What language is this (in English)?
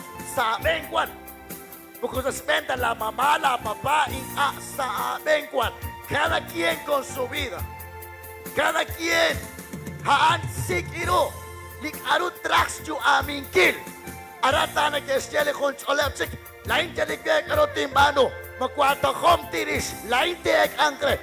Kekchí